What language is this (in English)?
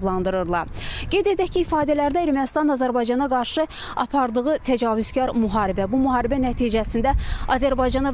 Azerbaijani